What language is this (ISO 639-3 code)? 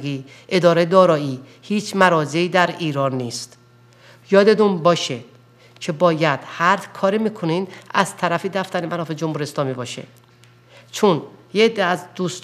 fas